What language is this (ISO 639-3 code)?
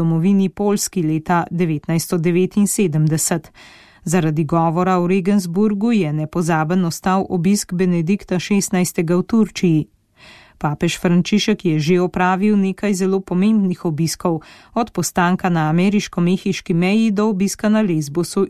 slv